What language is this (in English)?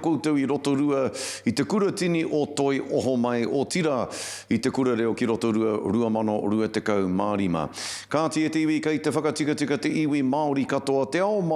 Māori